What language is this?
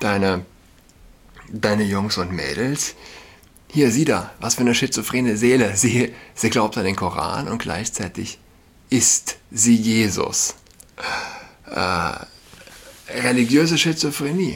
German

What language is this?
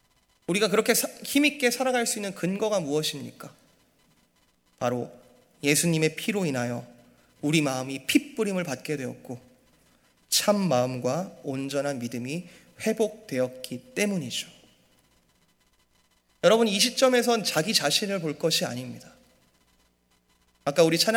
Korean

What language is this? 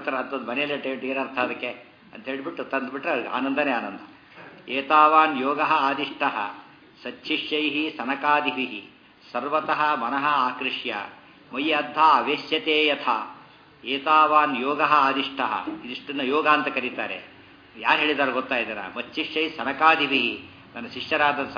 Kannada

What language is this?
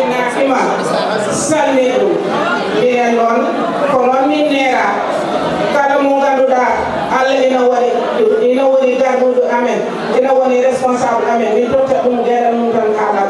Fula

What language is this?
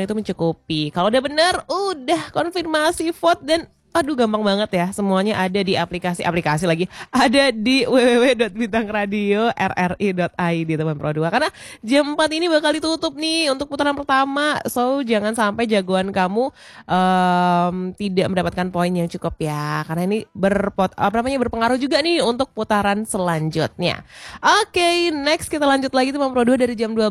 Indonesian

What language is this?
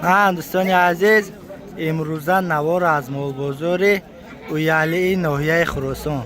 Tajik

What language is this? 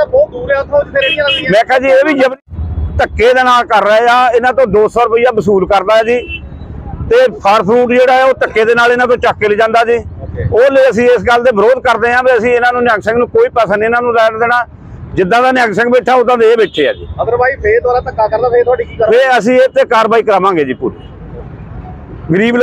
Punjabi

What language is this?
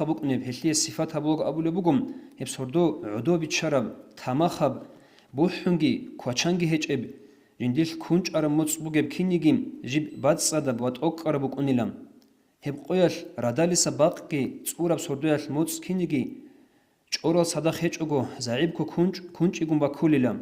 Avaric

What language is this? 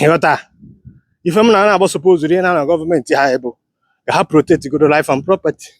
Igbo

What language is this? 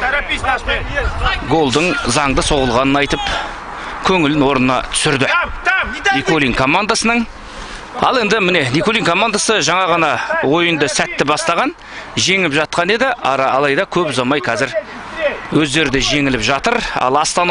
Kazakh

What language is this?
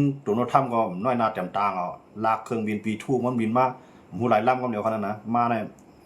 Shan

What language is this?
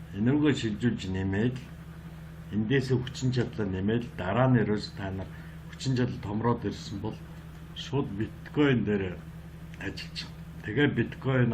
Mongolian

